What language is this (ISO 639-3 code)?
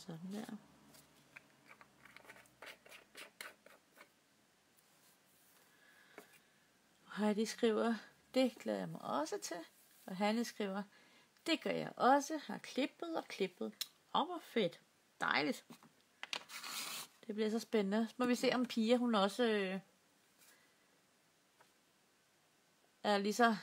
dan